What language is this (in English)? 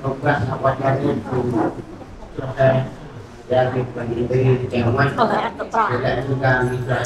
Central Mnong